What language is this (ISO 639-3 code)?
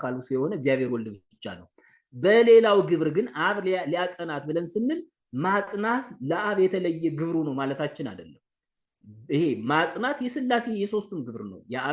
amh